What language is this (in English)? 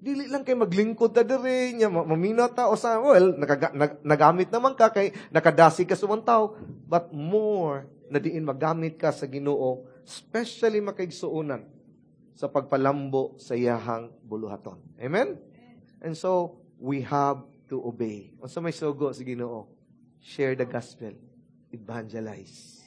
Cebuano